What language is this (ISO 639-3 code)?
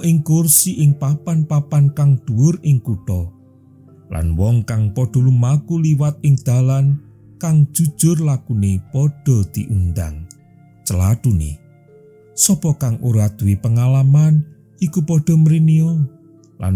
jav